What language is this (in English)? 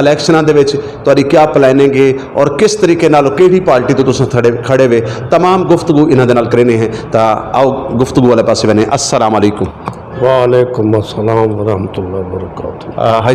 Western Panjabi